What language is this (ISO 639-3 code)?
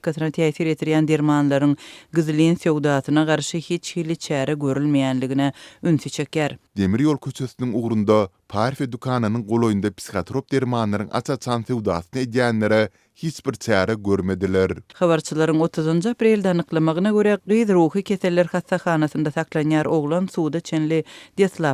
tuk